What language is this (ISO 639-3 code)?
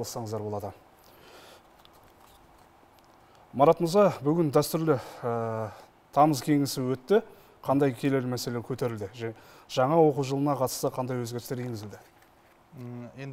kaz